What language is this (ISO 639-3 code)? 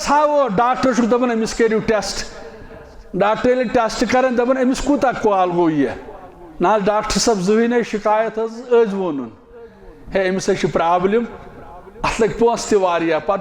kas